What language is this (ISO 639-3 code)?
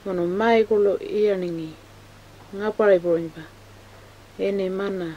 pjt